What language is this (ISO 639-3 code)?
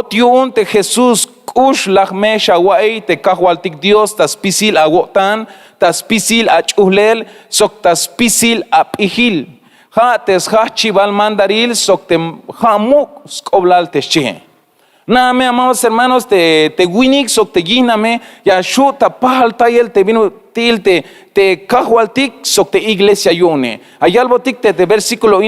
tzh